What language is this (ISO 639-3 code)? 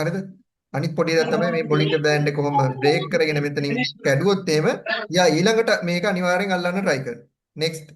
sin